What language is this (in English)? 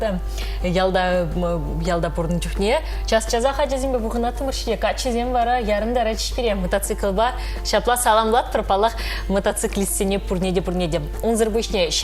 Chuvash